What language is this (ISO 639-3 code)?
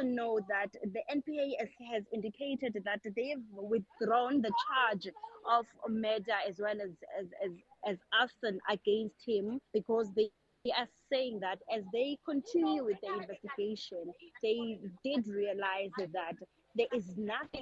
eng